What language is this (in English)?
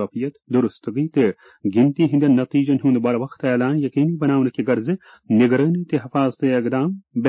Kashmiri